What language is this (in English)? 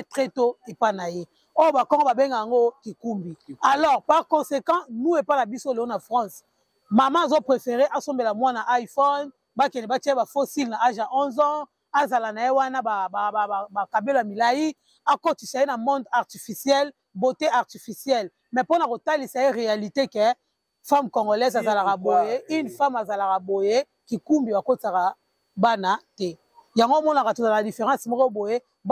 Lingala